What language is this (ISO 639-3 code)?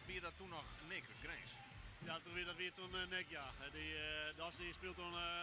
fry